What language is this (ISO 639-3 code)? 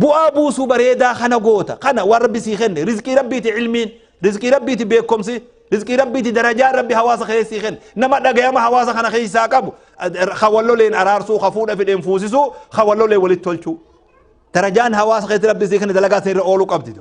orm